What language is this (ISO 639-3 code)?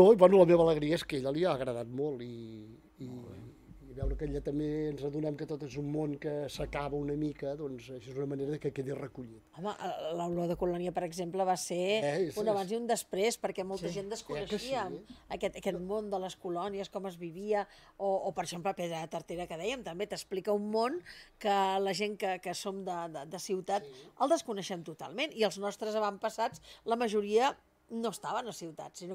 cat